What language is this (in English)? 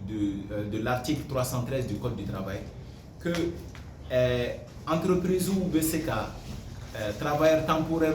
Bambara